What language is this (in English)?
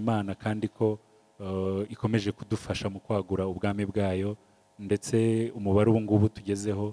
Kinyarwanda